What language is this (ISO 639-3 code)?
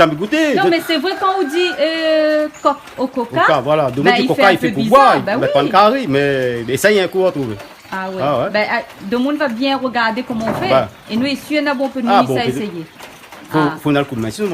rcf